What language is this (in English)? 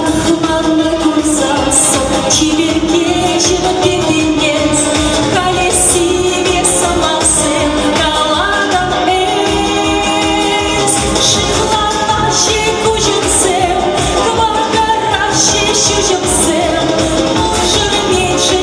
Chuvash